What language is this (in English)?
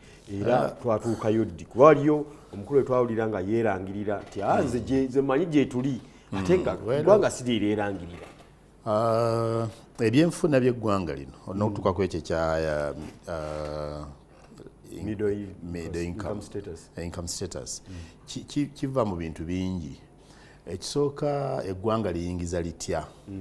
Ganda